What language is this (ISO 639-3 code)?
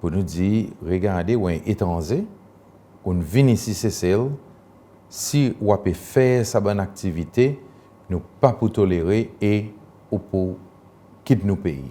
crs